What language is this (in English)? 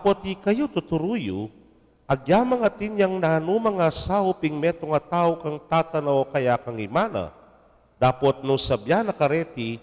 Pampanga